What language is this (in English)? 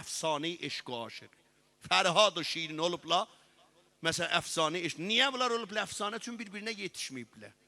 South Azerbaijani